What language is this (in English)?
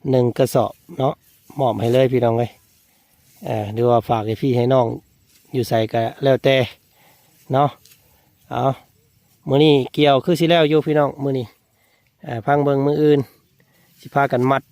Lao